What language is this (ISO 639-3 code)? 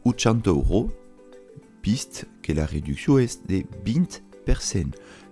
oci